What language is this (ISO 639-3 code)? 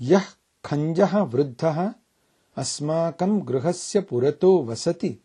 san